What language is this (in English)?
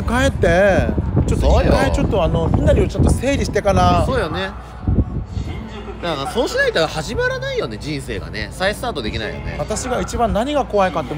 Japanese